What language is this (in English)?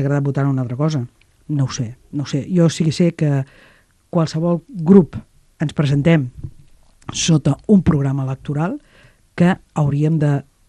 Catalan